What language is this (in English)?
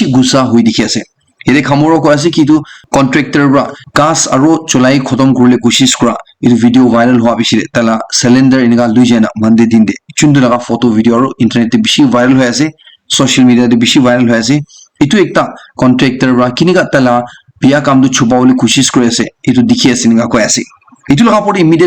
Naga Pidgin